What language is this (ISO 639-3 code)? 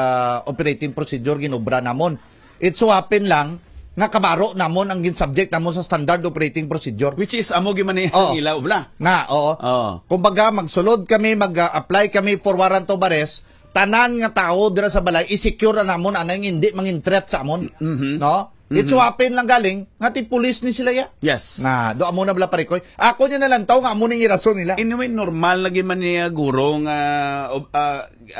hil